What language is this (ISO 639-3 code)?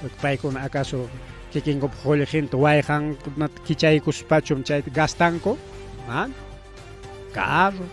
quy